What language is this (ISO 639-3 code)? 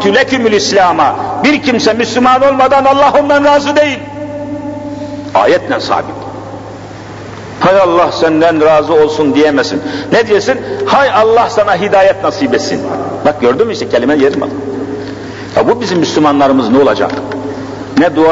tur